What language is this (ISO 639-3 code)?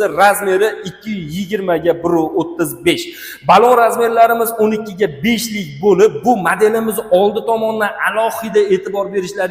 uzb